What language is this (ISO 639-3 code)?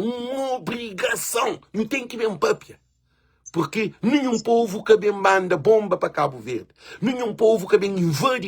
kea